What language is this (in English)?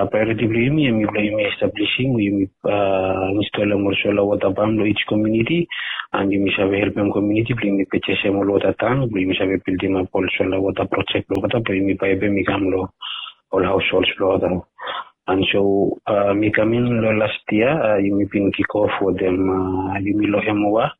Bislama